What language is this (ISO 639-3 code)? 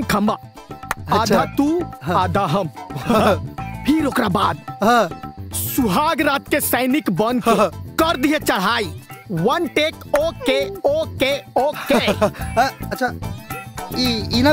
bho